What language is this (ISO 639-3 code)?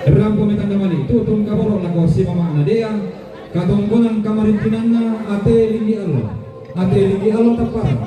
sda